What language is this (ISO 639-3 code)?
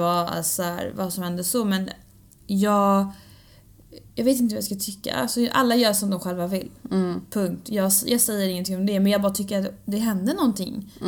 swe